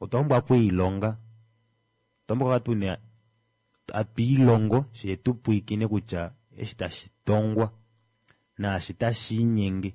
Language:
Kuanyama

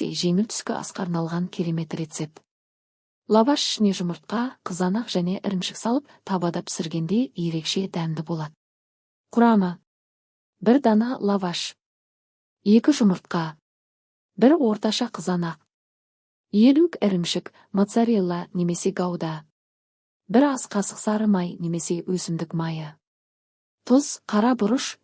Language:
Kazakh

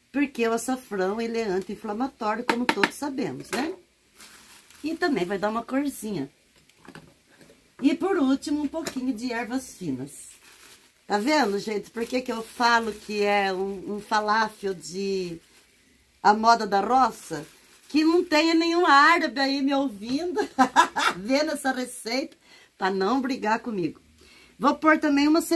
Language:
Portuguese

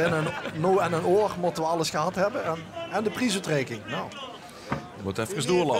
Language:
Limburgish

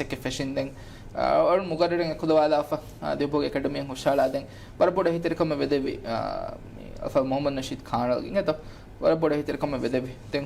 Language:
Divehi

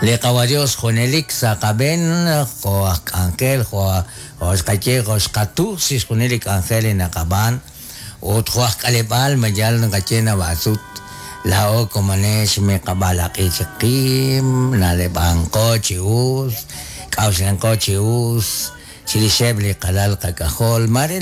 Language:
Kekchí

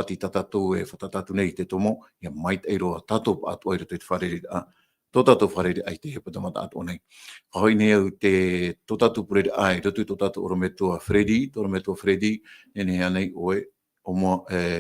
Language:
Tahitian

